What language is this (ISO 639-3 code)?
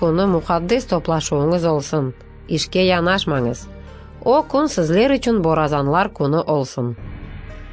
crh